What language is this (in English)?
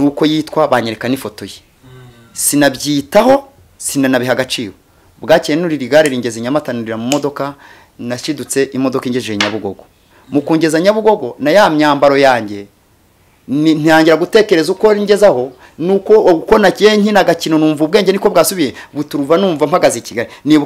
Kinyarwanda